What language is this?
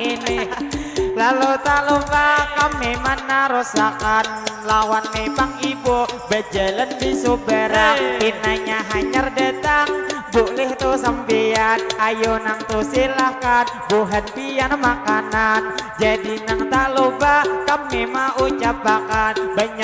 Banjar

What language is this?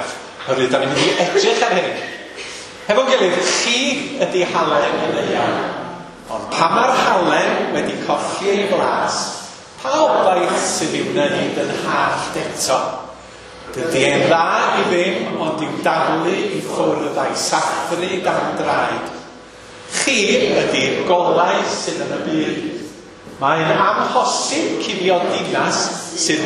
Welsh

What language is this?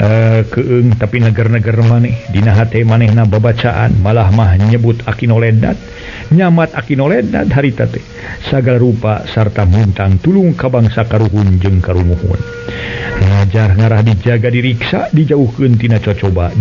Sundanese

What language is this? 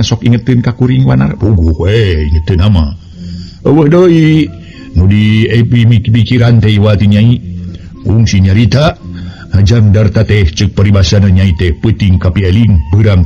Sundanese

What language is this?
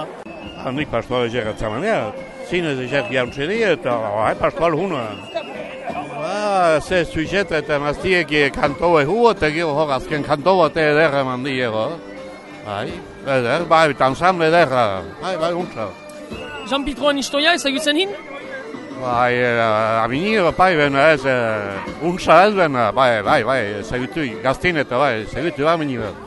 Basque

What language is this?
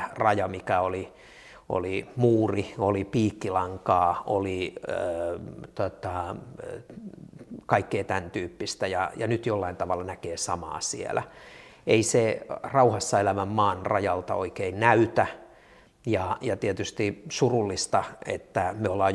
Finnish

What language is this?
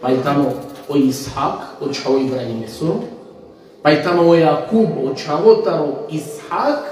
Balkan Romani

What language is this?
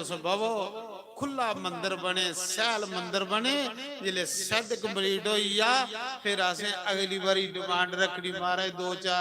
Dogri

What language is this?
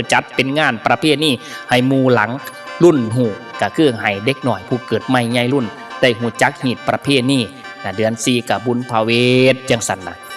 Northeastern Thai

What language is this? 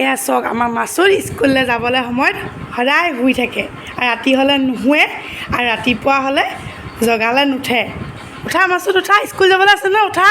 Assamese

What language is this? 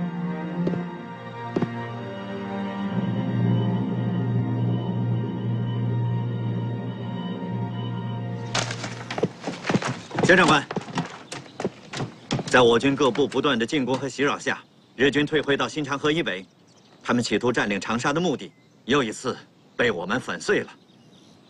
Chinese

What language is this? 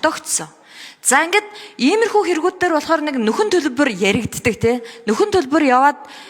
Mongolian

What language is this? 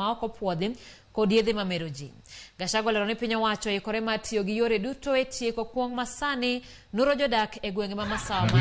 Luo (Kenya and Tanzania)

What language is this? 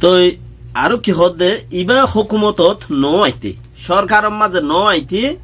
Rohingya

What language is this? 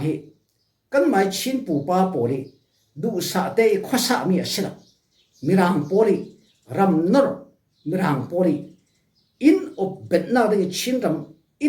Falam Chin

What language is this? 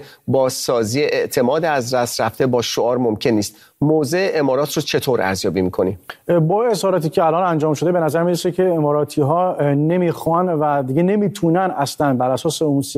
Persian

